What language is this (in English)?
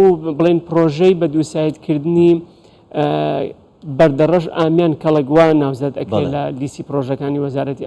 Central Kurdish